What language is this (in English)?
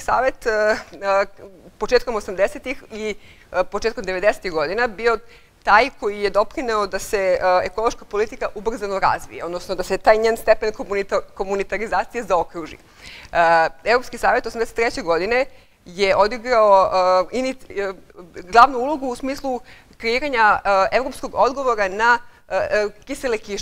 Serbian